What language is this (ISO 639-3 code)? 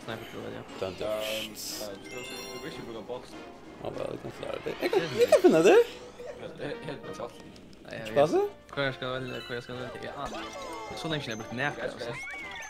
fao